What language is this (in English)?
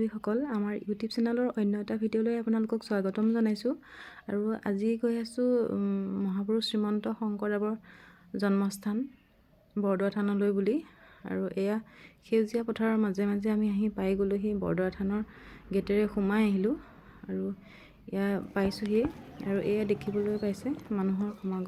Assamese